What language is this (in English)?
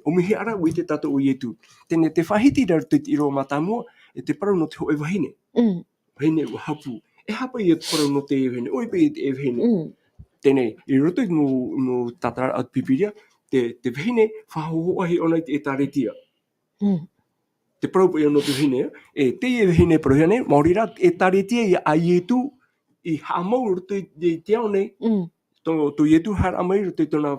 Tahitian